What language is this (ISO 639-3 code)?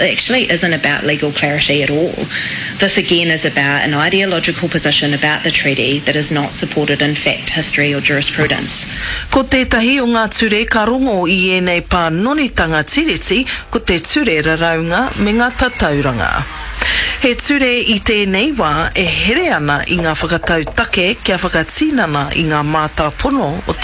mri